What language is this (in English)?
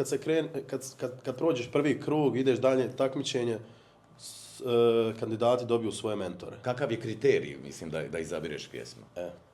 Bosnian